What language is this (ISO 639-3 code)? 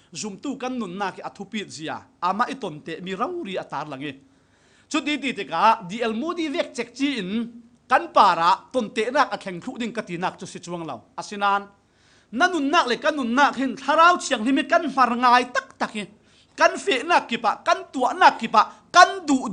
cfm